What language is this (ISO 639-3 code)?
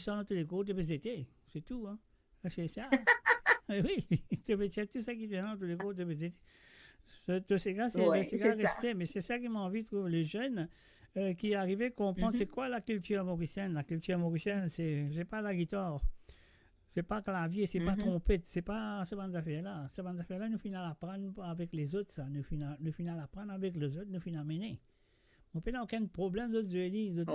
mfe